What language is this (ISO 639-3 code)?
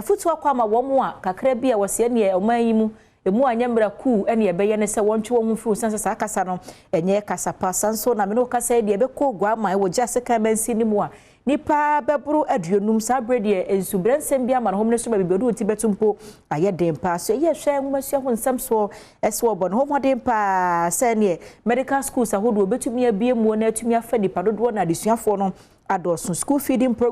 aka